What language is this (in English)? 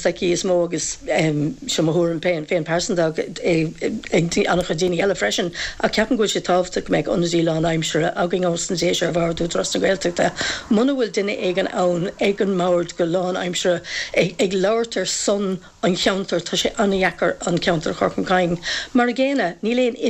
Irish